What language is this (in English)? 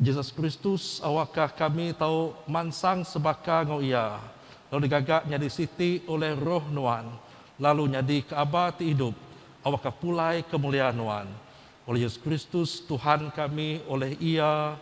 Iban